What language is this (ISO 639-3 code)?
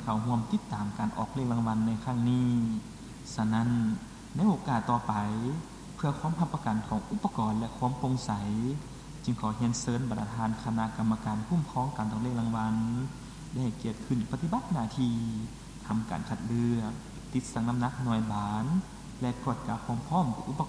lao